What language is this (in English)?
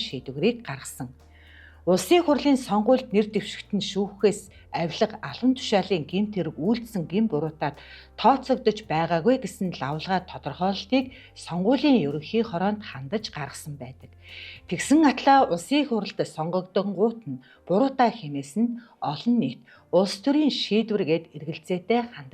Mongolian